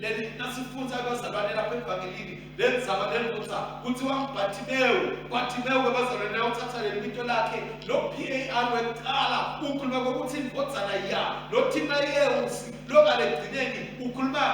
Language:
Swati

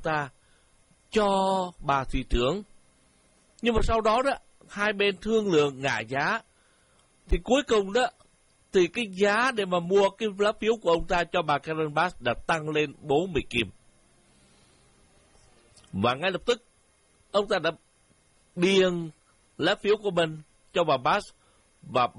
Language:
Vietnamese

